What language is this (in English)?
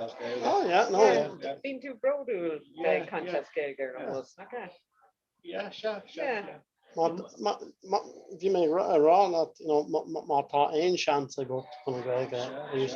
Irish